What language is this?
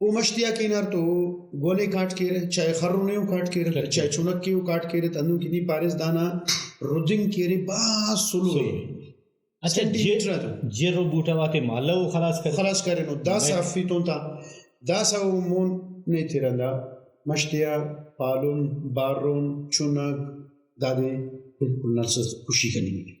Brahui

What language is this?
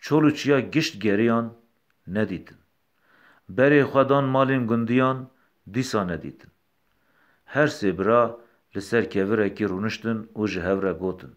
Kurdish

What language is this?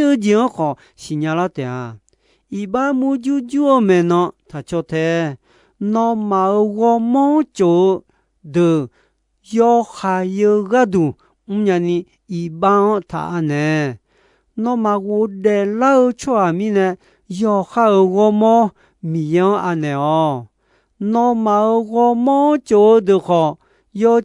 Akha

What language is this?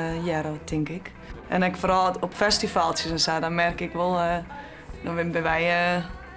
Western Frisian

